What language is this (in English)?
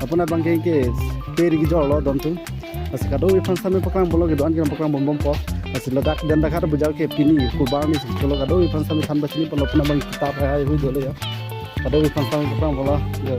Karbi